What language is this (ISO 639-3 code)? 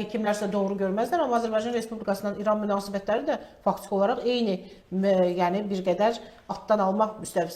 aze